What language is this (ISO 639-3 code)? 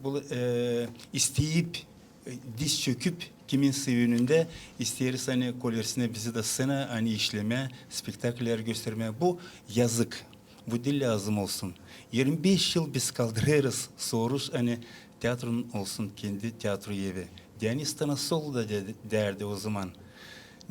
gag